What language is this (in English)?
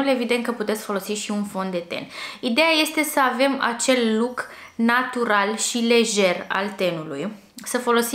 Romanian